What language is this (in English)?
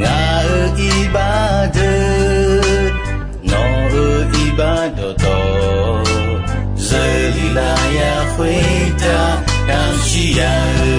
Akha